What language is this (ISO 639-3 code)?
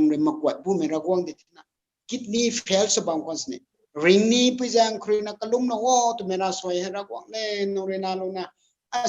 nbu